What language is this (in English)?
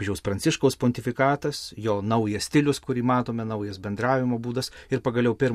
Lithuanian